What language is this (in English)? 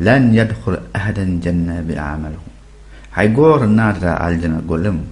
Fula